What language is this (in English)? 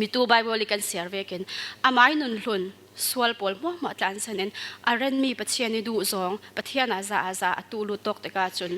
Falam Chin